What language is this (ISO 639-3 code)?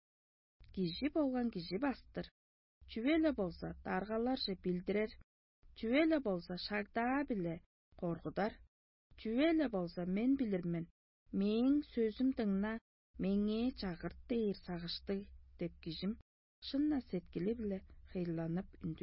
tyv